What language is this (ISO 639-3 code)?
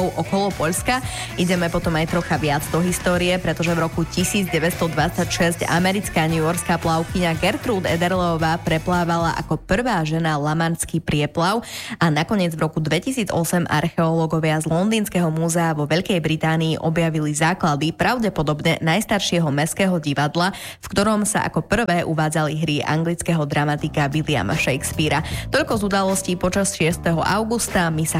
slk